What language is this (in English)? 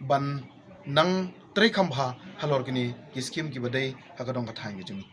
Khasi